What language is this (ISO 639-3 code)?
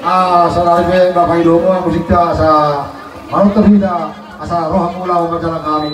bbc